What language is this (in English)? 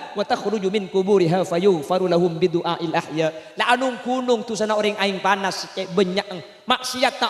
Madurese